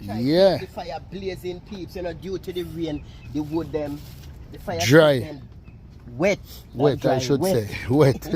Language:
Jamaican Creole English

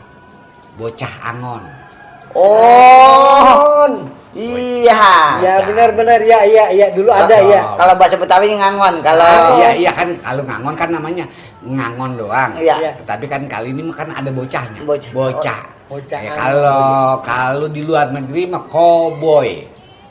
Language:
Betawi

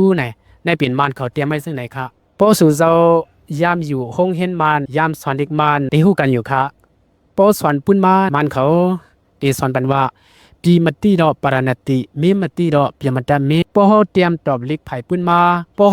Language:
Shan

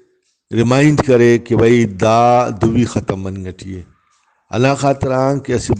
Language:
Brahui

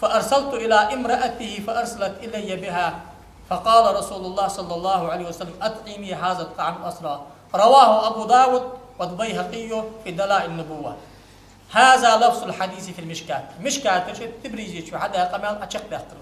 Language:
Ingush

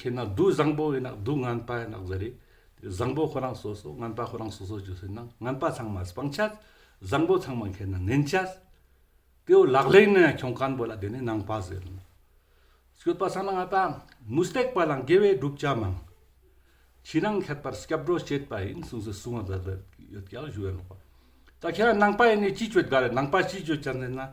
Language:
Ladakhi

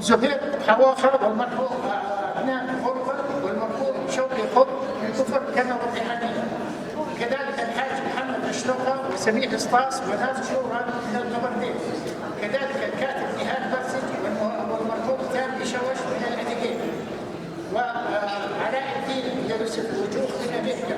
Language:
North Levantine Arabic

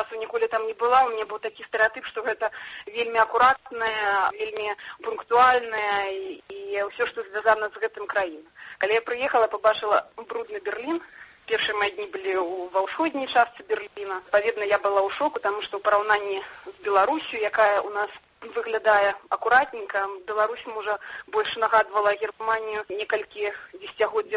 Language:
Belarusian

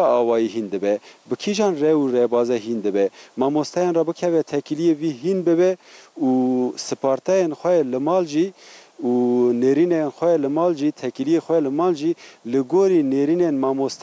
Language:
Kurdish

